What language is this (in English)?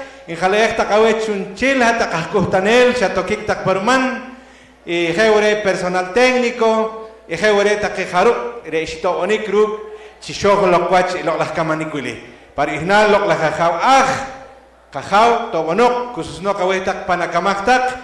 Poqomchi'